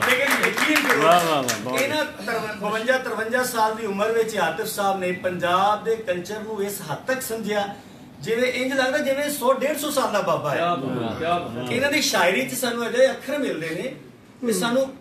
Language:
Punjabi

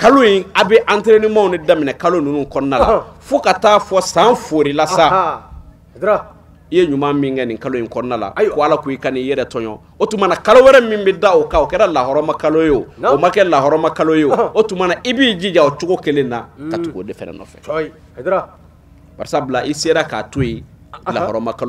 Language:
Bambara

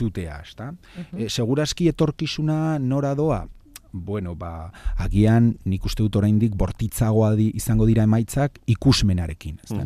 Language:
Basque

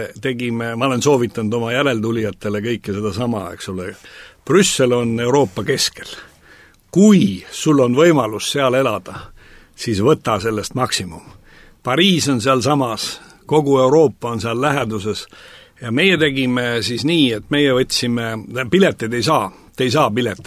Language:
Estonian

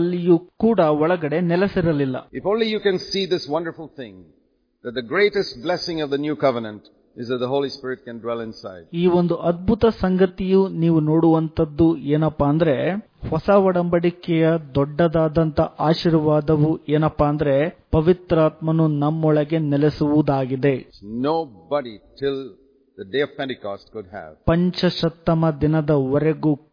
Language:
Kannada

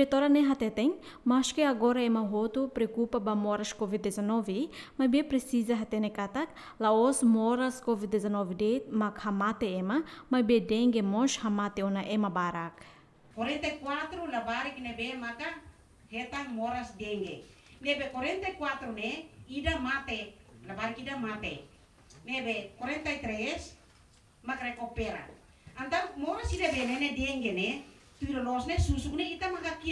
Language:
Tetum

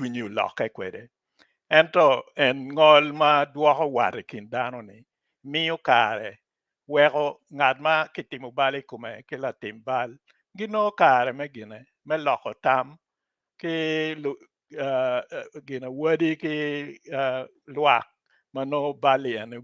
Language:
Acoli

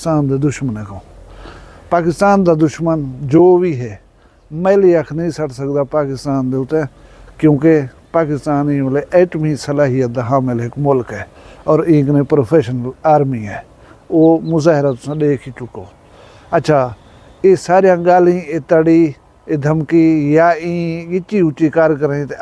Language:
Saraiki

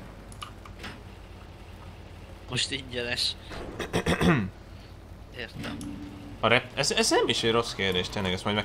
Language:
Hungarian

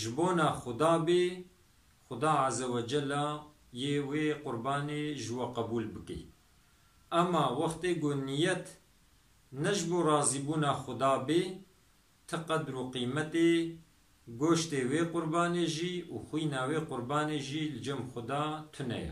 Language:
Kurdish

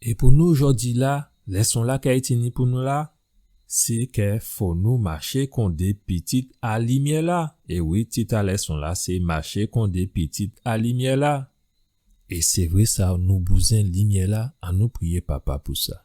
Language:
Guadeloupean Creole French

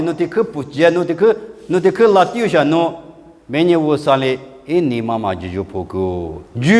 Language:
Lisu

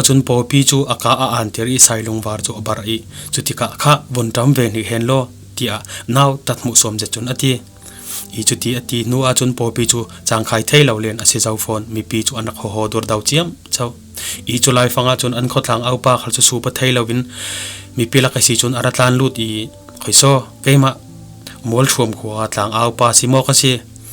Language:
Falam Chin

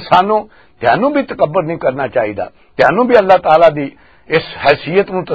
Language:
Western Panjabi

